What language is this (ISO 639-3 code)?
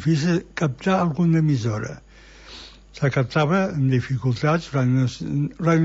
cat